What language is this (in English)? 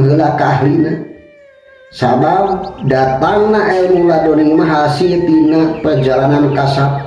Sundanese